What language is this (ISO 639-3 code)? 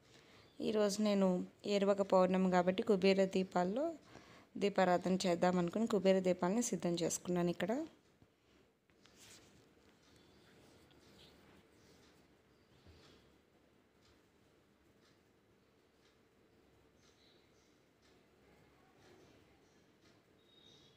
tel